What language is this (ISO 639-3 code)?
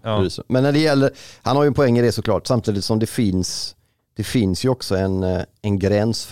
swe